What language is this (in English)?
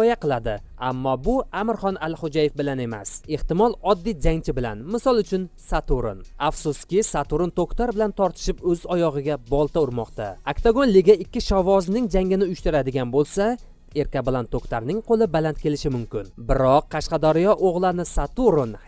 Uzbek